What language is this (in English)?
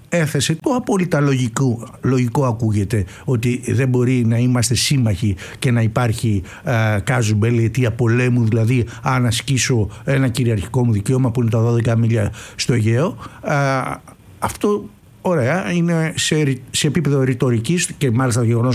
Greek